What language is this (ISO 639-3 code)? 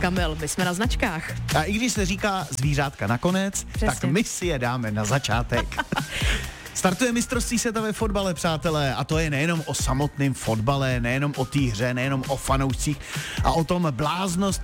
ces